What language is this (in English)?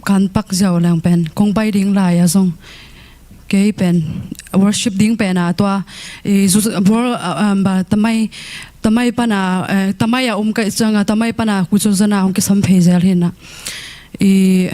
Tedim Chin